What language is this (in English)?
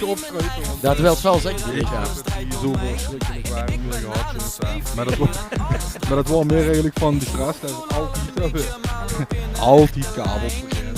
Limburgish